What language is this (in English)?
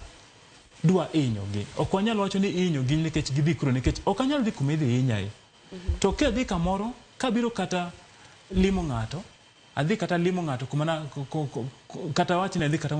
Luo (Kenya and Tanzania)